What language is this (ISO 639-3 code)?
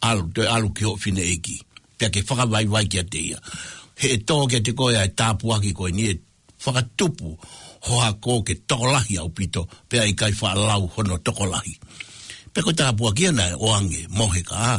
ton